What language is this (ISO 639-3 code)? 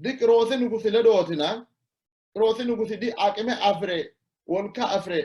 sid